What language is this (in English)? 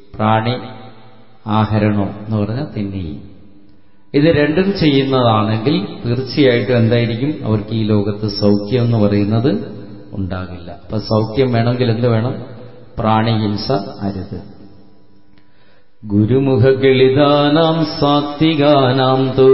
Malayalam